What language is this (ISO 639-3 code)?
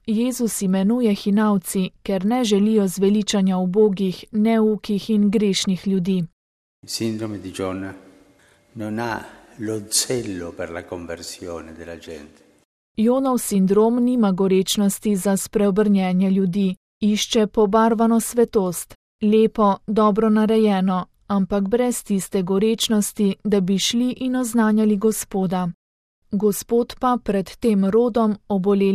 slv